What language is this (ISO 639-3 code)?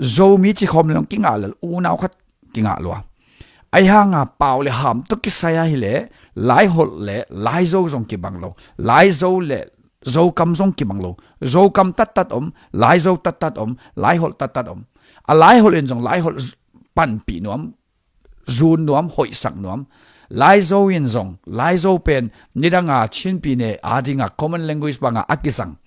ctd